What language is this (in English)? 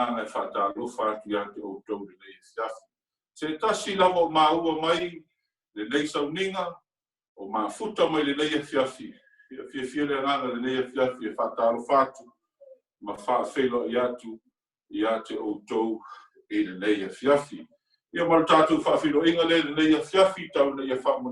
Samoan